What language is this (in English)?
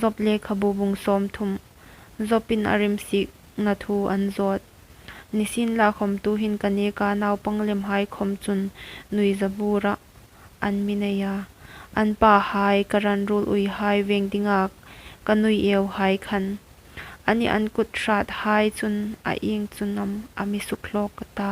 Hmar